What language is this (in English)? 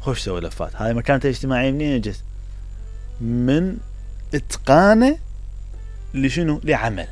Mesopotamian Arabic